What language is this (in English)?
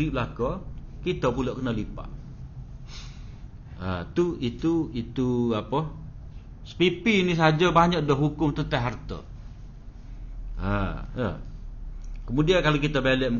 Malay